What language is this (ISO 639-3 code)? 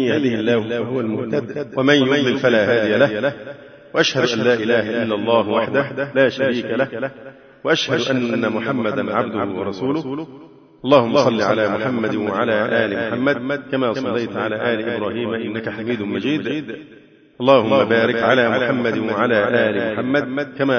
ara